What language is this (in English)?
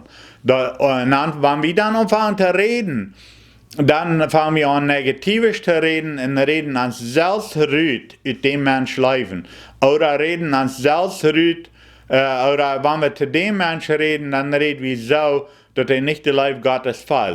Plautdietsch